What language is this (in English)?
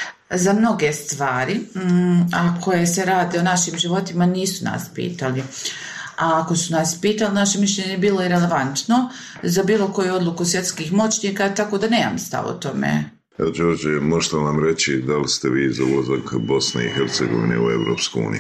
Bosnian